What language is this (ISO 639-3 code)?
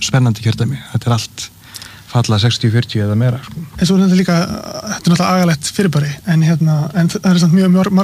isl